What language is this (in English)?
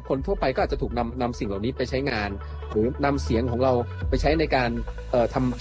Thai